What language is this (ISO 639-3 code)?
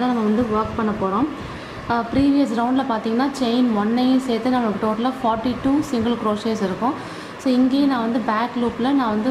tam